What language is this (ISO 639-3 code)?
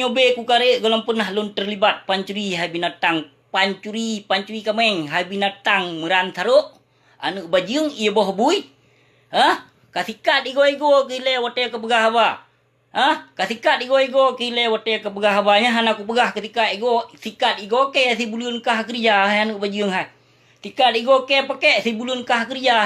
ace